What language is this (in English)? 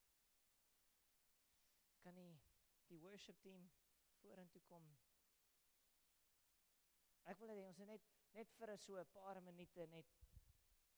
Afrikaans